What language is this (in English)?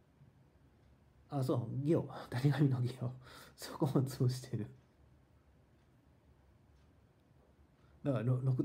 Japanese